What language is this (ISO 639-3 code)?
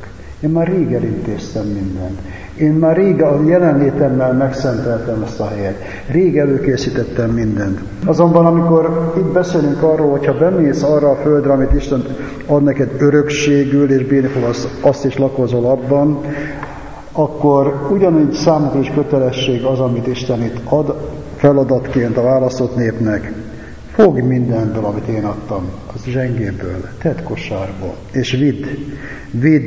hun